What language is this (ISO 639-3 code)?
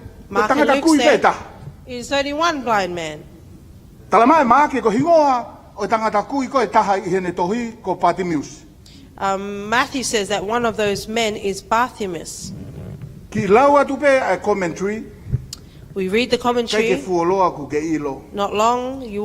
ton